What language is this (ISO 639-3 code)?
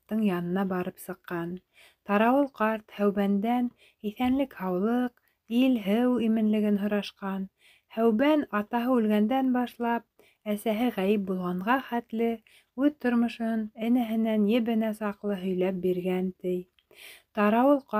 bak